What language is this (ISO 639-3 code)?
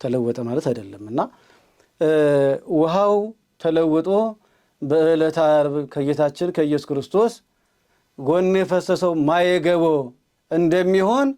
amh